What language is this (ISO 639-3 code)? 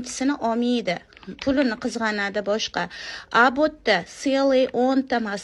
uzb